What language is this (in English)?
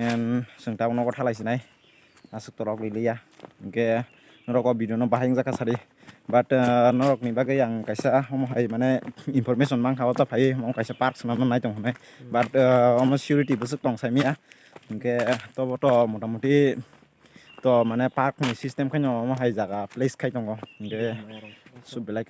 Kok Borok